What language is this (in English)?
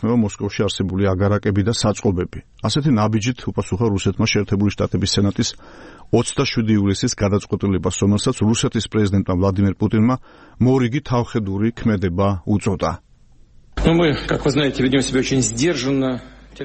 Georgian